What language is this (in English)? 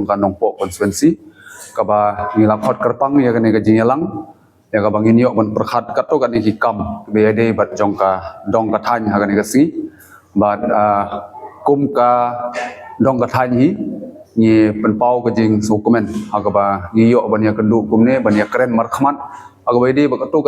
Khasi